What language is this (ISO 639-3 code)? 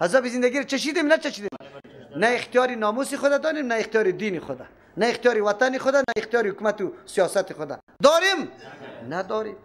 fas